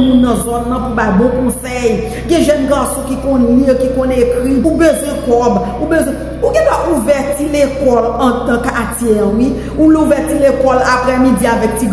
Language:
Haitian Creole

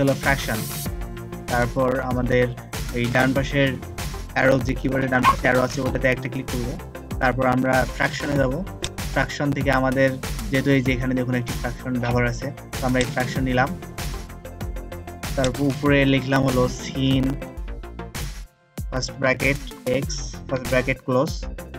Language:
Bangla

